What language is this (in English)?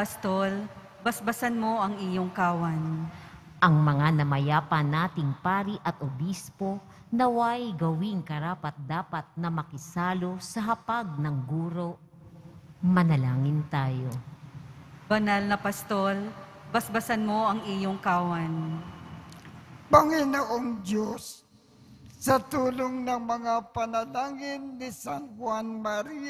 Filipino